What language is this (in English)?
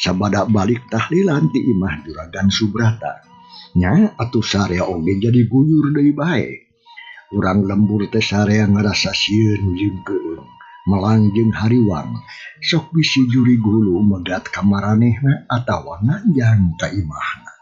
Sundanese